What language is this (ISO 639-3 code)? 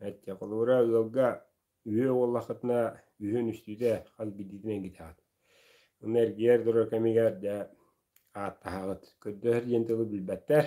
sah